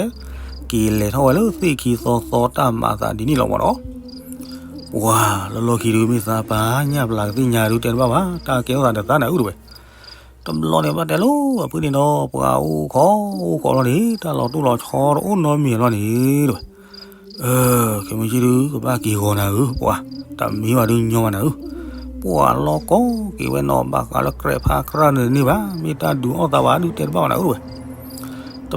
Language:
S'gaw Karen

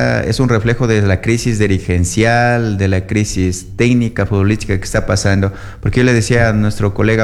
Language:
Spanish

